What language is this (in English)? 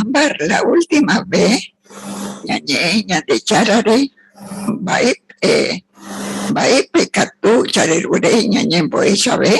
Guarani